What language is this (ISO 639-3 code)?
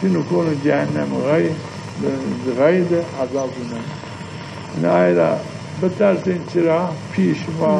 zza